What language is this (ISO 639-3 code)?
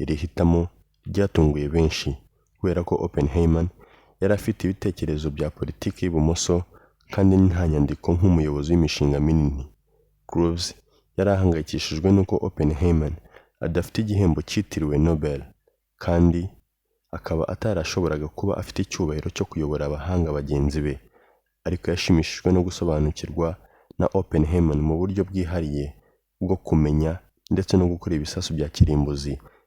kin